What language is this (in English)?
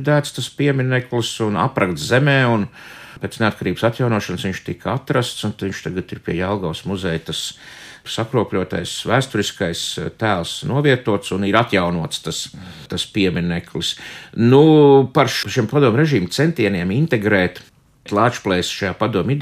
Latvian